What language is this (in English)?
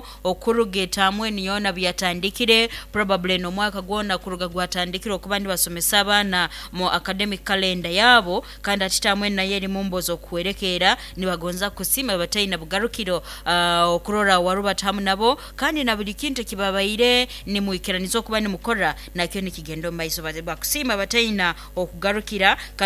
Nyankole